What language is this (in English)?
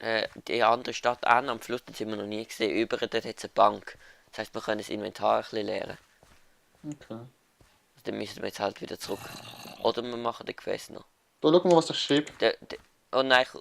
Swiss German